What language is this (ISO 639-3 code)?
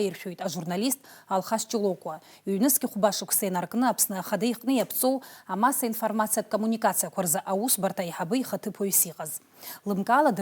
abk